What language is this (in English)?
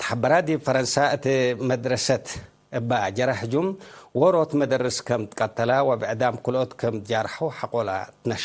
Tigre